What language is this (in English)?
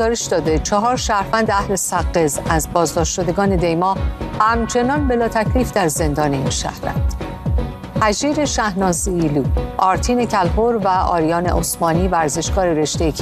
Persian